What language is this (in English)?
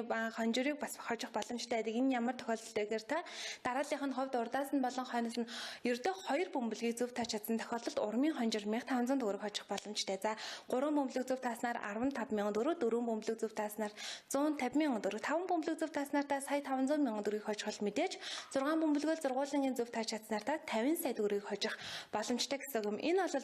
Mongolian